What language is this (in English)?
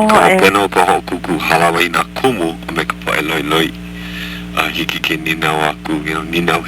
Hawaiian